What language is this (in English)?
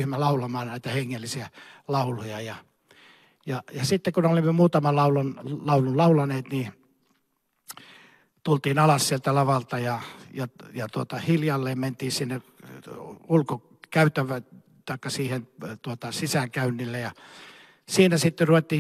Finnish